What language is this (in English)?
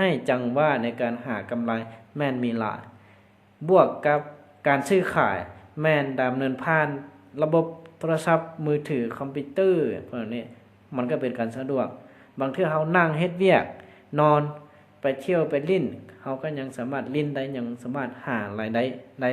Lao